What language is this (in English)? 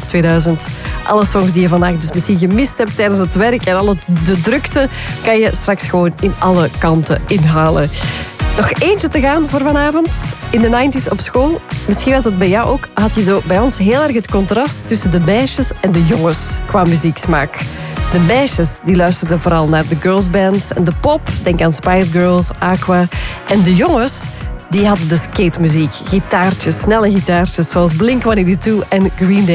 Dutch